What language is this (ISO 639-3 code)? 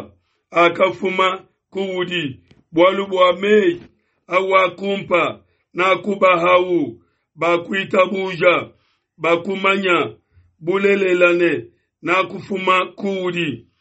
lua